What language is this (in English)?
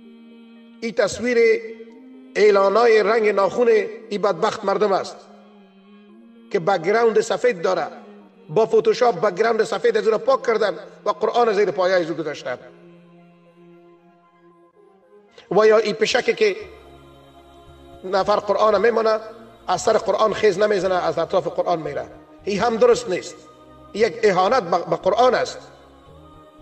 Persian